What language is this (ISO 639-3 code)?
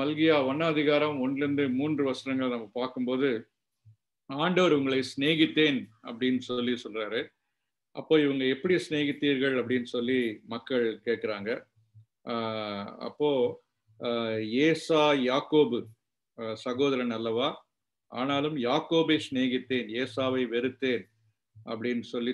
tam